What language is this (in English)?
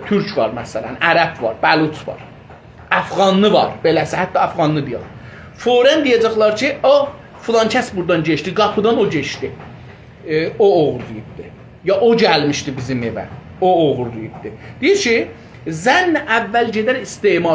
South Azerbaijani